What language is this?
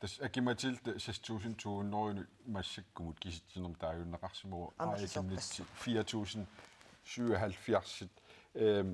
Kalaallisut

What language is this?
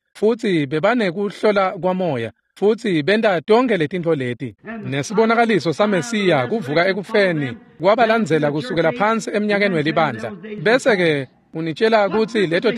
Swati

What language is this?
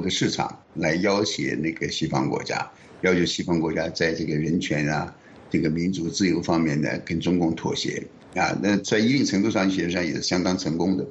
Chinese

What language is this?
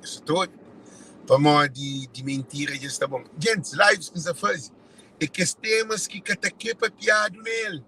Kabuverdianu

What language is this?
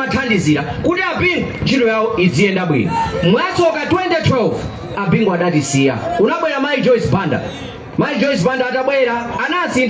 Nyanja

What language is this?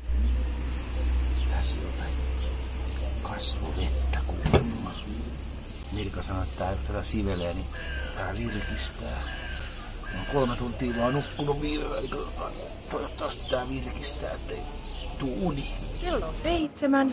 Finnish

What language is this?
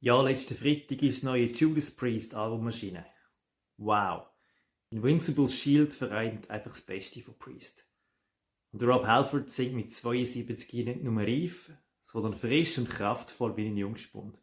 Swiss German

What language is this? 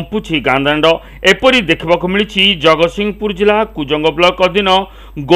Odia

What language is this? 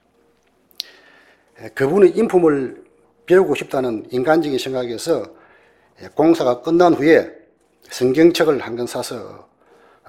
Korean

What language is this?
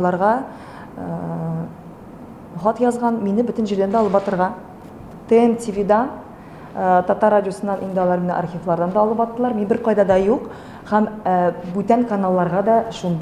Tatar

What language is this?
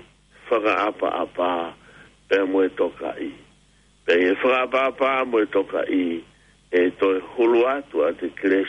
Tongan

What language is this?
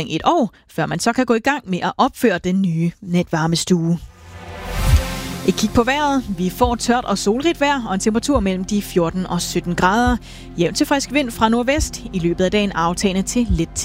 Danish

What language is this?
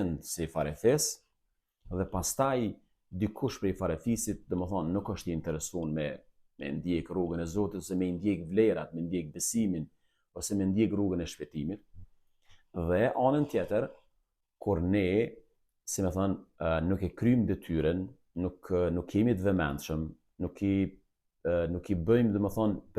Albanian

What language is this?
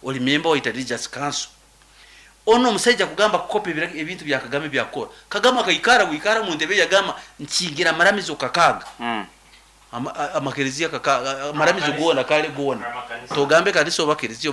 Nyoro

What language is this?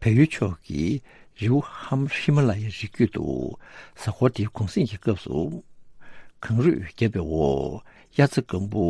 Tibetan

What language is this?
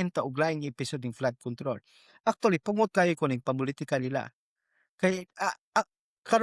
Cebuano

